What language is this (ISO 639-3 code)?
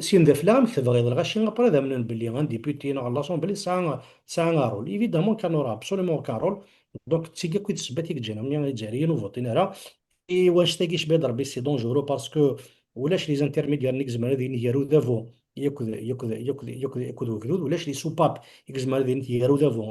kab